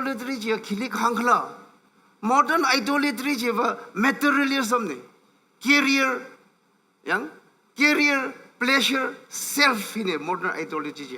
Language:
Tangkhul Naga (India)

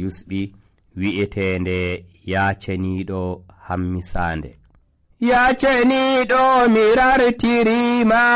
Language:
Nigerian Fulfulde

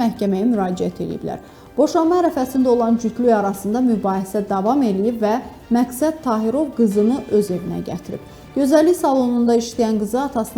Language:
Azerbaijani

